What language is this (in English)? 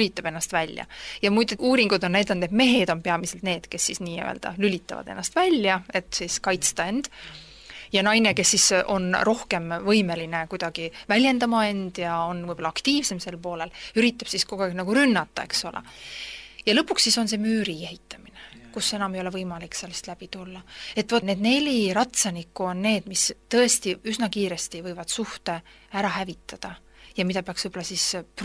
Estonian